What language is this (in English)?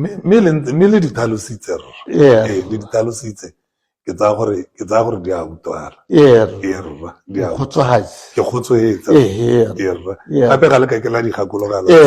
Tswana